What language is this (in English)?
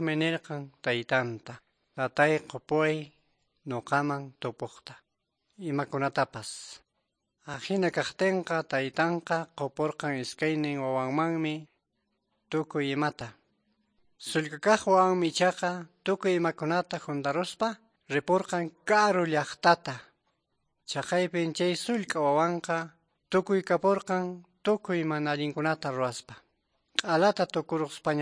Quechua